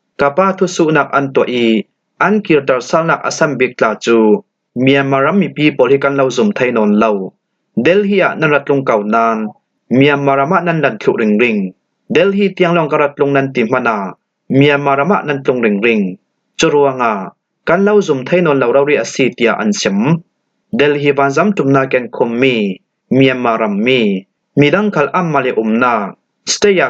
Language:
Falam Chin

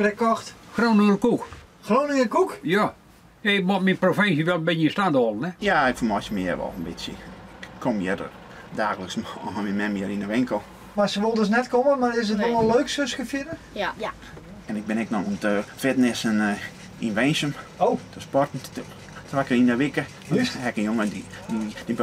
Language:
Western Frisian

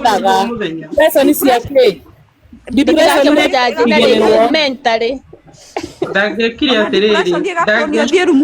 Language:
Kikuyu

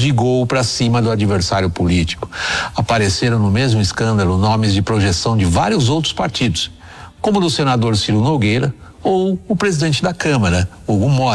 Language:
Portuguese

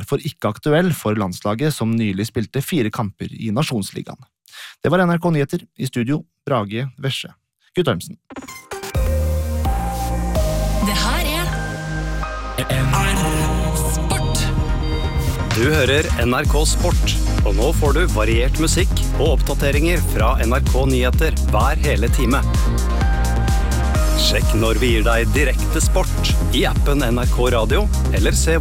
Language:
Norwegian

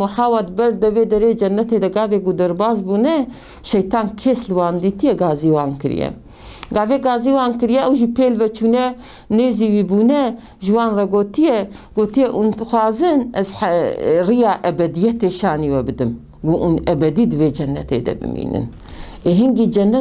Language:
Kurdish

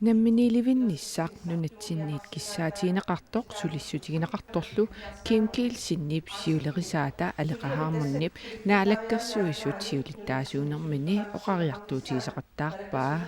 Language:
Kalaallisut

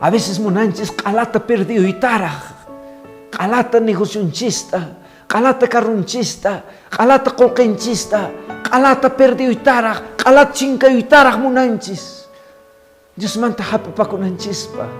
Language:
Quechua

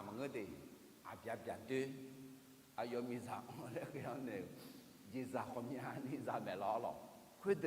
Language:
Akha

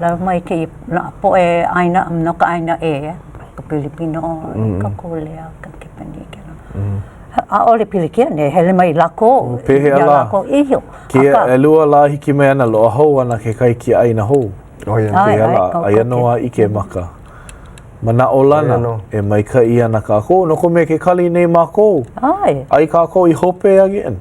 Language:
Hawaiian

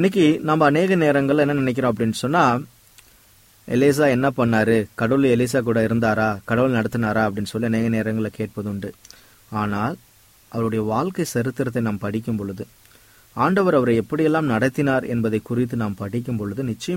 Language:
Tamil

